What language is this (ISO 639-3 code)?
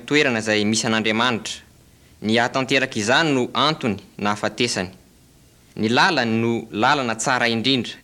mlg